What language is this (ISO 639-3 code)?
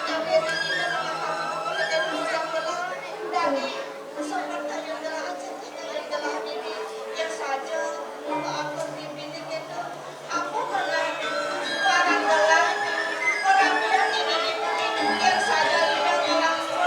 ban